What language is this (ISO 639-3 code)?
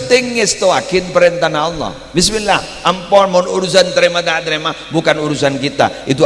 mad